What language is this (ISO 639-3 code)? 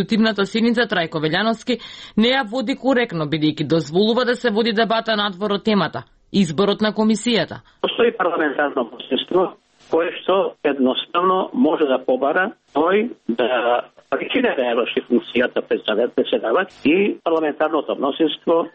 mkd